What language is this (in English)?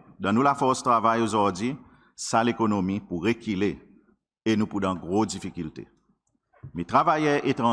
Seselwa Creole French